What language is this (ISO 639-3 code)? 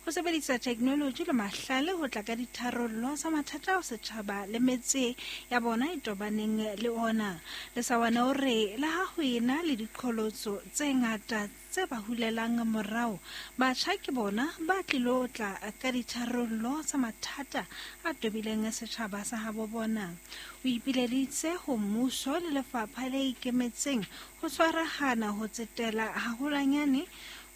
sot